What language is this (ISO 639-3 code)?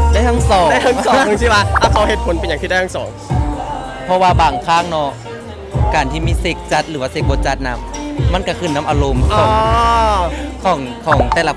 lao